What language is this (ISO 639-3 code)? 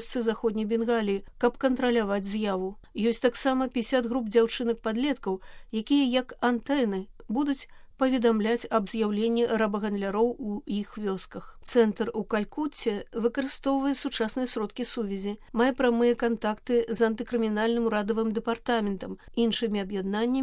bel